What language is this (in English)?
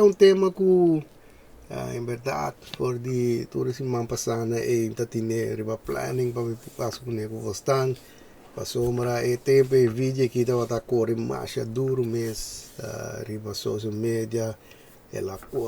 Papiamento